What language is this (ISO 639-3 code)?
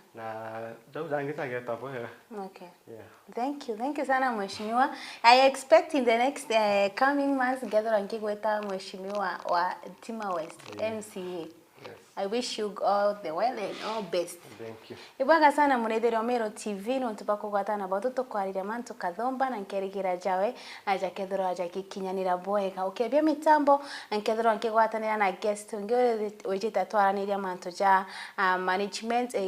mer